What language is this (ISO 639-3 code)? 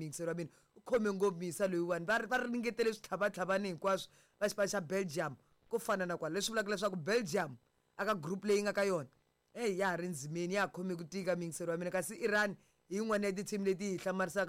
tso